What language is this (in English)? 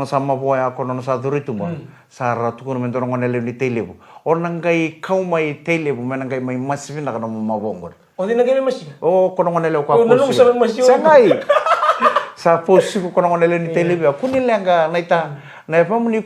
Fijian